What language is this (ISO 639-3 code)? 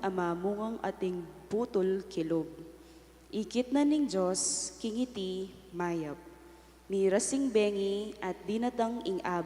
pam